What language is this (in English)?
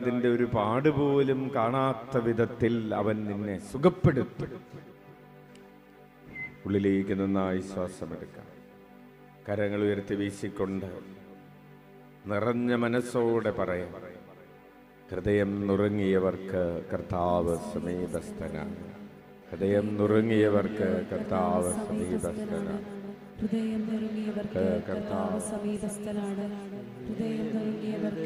Malayalam